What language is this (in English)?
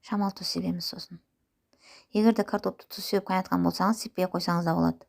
Kazakh